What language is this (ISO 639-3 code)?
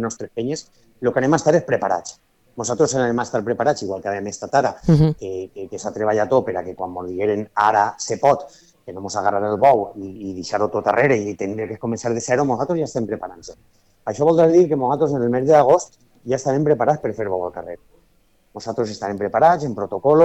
cat